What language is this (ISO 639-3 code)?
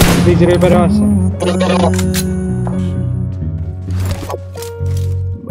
ben